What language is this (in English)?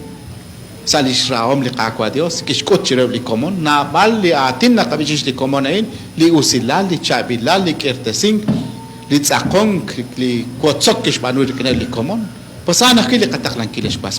Kekchí